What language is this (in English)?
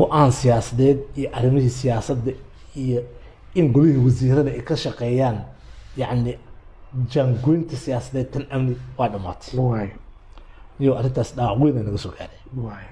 Somali